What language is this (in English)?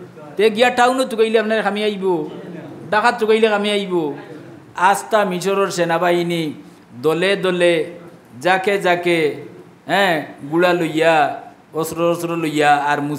Sylheti